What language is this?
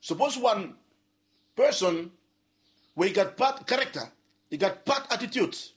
Bislama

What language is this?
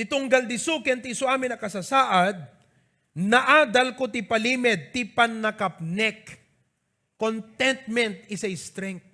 Iloko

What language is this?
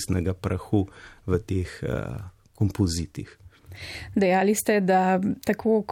Slovenian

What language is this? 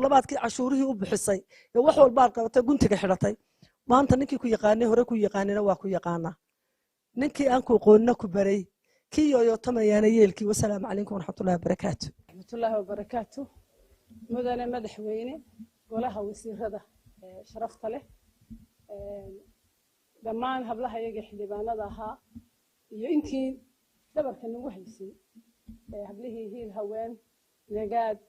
Somali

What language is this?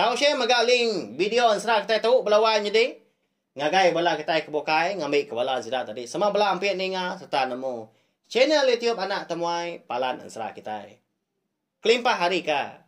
Iban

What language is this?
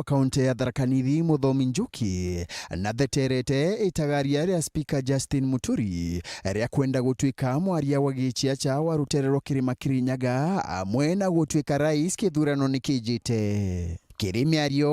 Meru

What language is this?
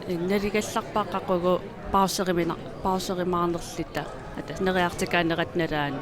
Kalaallisut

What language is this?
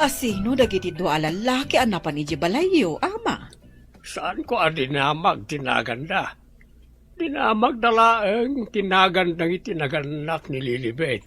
Iloko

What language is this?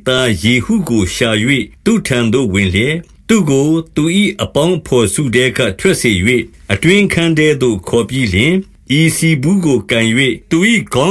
Burmese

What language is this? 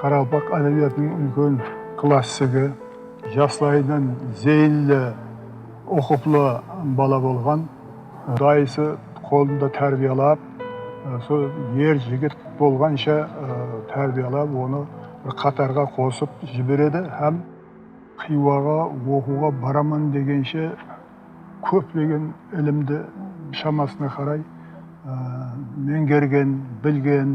Kara-Kalpak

